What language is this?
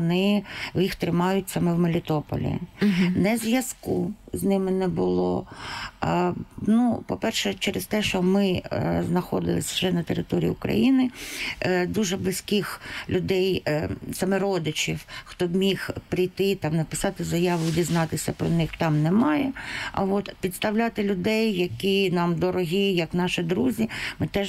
Ukrainian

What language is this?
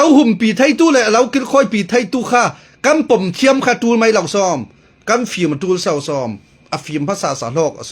Falam Chin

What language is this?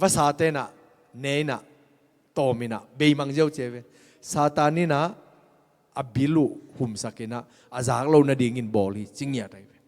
Tedim Chin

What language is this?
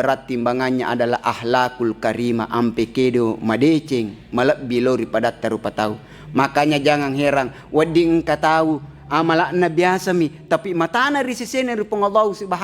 Buginese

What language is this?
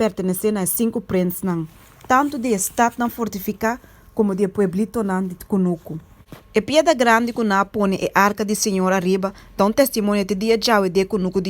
Papiamento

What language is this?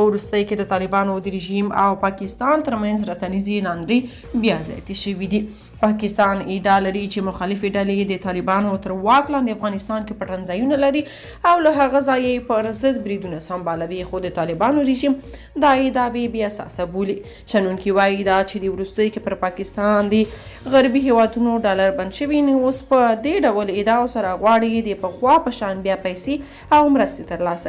Pashto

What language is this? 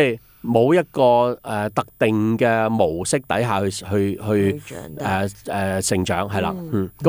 Cantonese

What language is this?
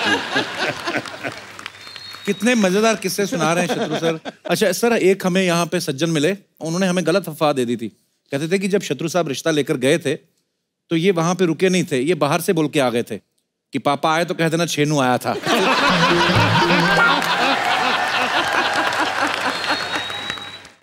Hindi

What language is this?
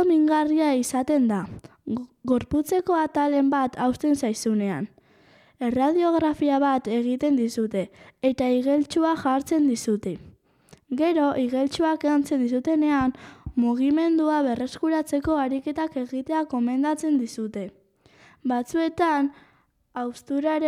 Basque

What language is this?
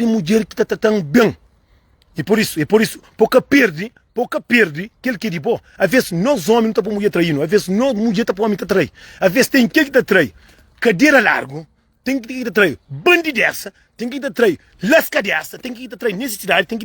Kabuverdianu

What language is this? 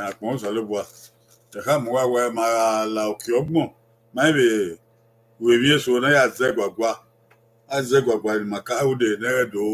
Bini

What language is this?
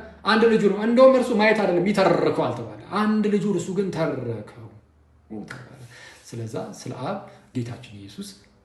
Amharic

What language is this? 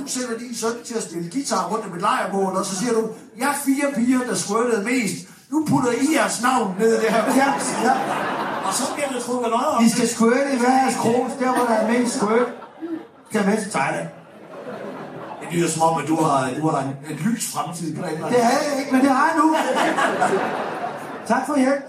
Danish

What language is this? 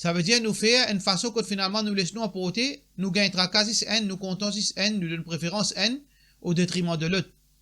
Morisyen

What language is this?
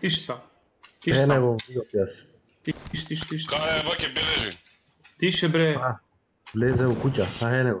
Macedonian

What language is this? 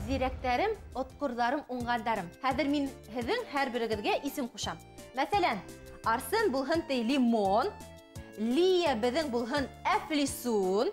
Bashkir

